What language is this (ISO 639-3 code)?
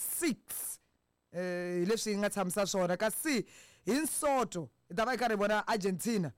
tso